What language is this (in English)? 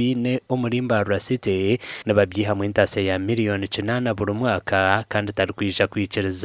Nyankole